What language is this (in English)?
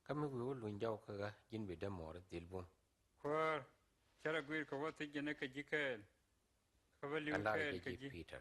Nuer